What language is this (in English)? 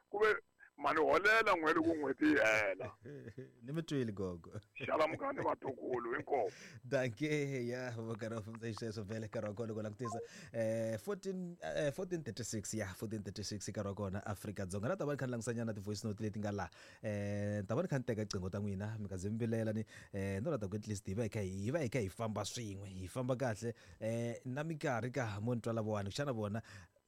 Tsonga